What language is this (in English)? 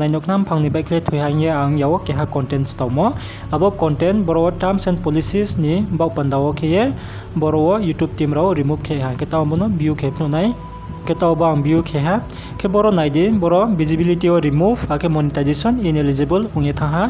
Riang (India)